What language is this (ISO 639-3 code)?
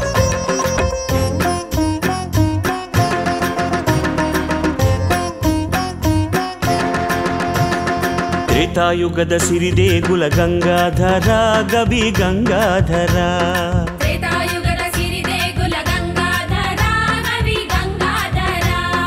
kan